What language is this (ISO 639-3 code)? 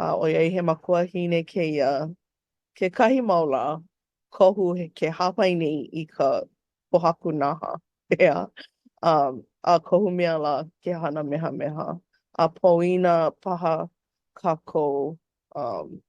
haw